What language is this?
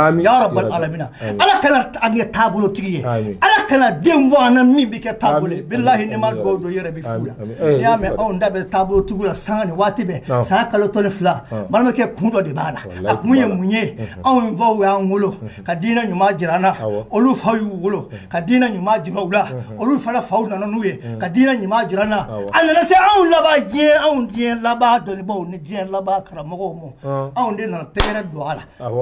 Bambara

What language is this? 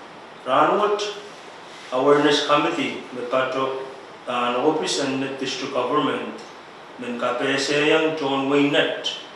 Pohnpeian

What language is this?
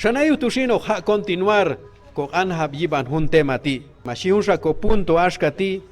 Q'anjob'al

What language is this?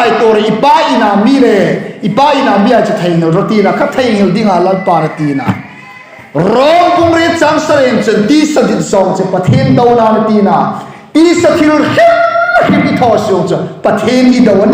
Hmar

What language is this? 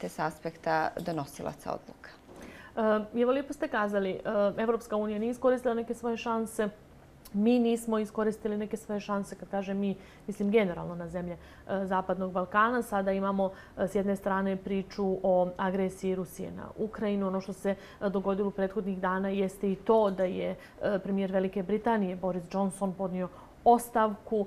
Bosnian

